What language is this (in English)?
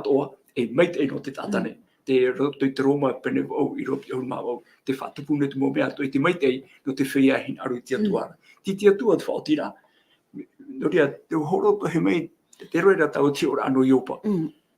Tahitian